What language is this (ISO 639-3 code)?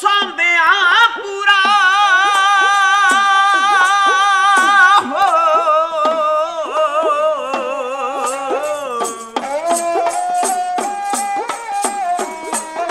pan